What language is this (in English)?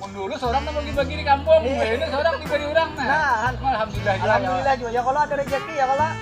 Banjar